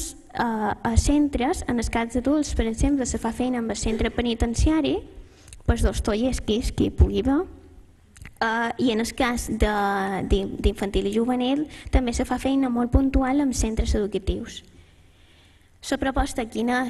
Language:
Catalan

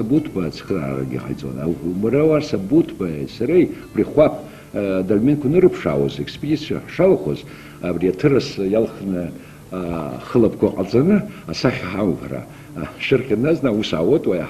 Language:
Abkhazian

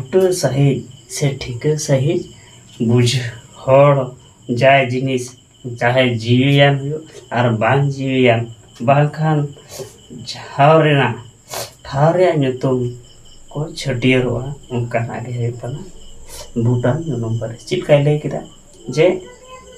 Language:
Santali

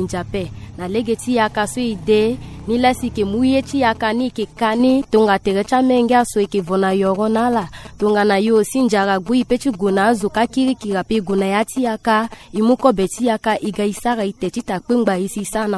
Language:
Sango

